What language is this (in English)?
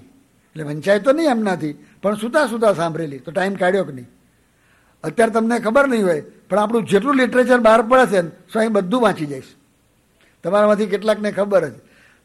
Gujarati